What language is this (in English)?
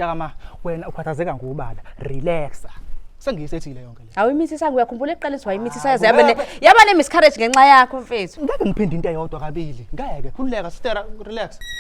Zulu